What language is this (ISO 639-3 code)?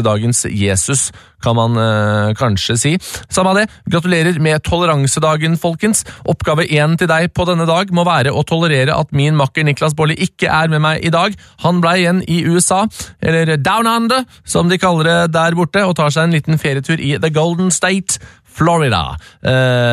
nor